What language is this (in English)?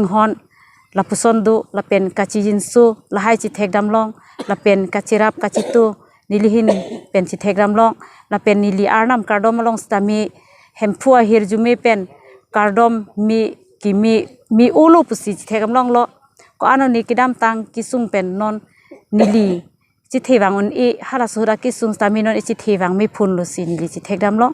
Karbi